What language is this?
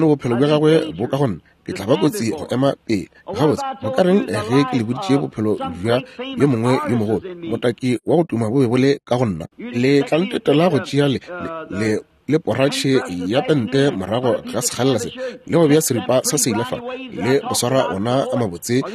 Northern Sotho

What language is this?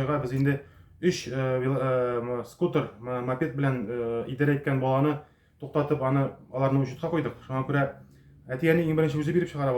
Tatar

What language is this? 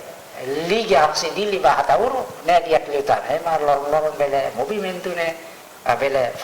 Tetum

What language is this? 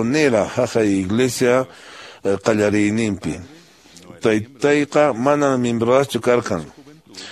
Quechua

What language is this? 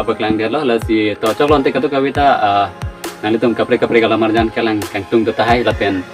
Karbi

